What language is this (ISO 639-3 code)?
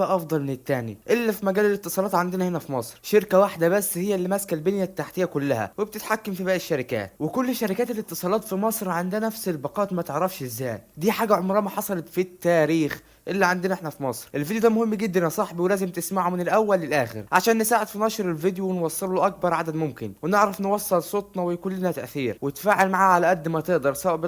arz